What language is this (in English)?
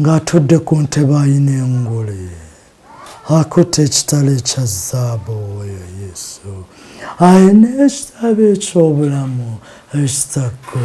Ganda